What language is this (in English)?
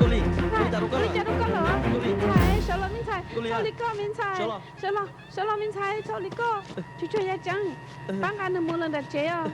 Hmong